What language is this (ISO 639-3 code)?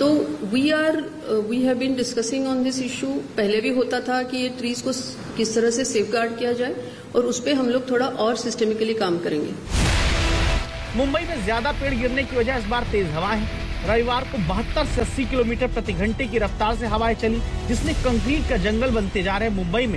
hin